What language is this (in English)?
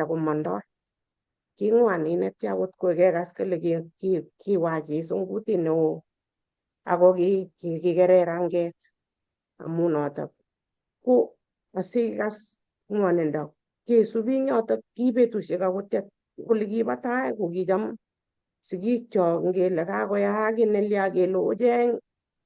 Kalenjin